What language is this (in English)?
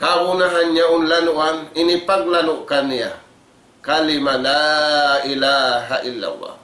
Tausug